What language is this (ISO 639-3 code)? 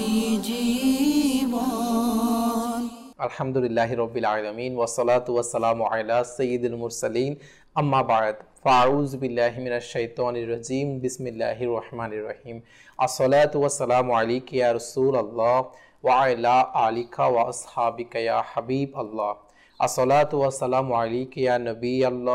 ben